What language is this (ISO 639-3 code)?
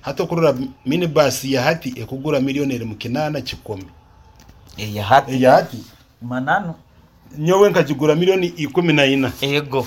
nyo